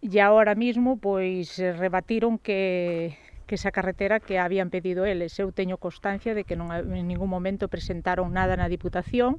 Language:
Galician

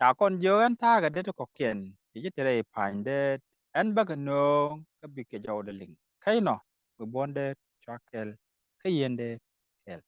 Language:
Nuer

